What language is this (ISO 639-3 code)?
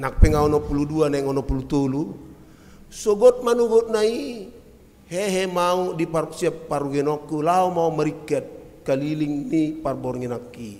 bbc